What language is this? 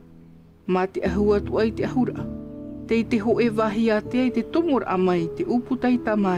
Tahitian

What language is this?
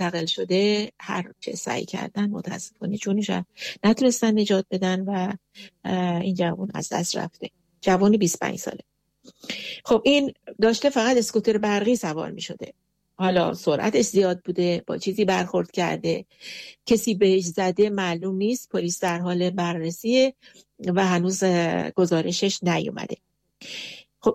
Persian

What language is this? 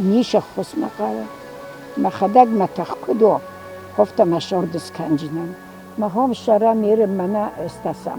Ossetic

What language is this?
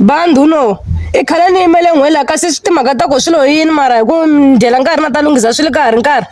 Tsonga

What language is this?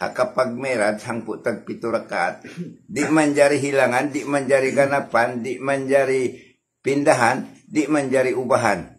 Tausug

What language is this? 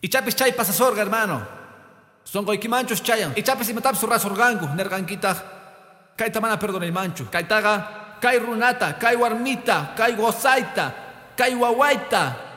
Quechua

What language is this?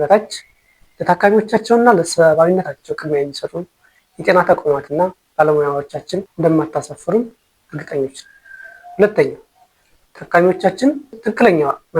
Amharic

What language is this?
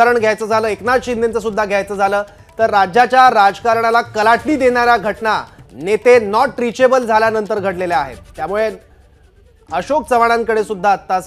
Marathi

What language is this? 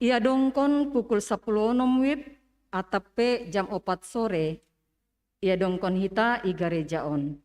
Batak Simalungun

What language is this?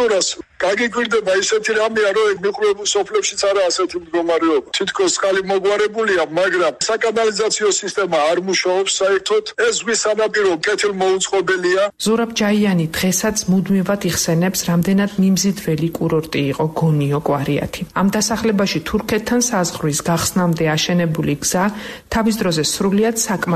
Georgian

